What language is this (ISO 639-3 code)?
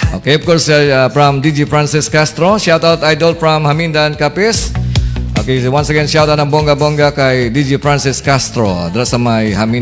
hil